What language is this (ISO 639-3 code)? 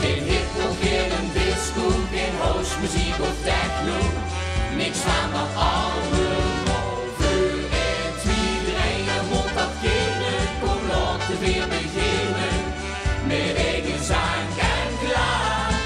lim